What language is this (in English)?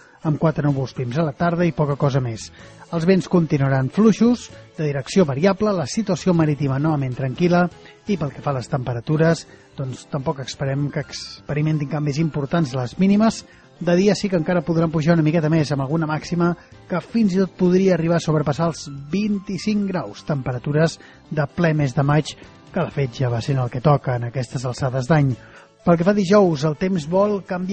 Catalan